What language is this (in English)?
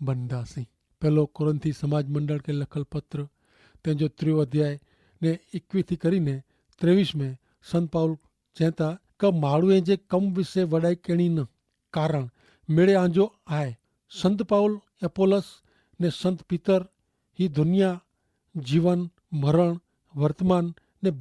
Kachhi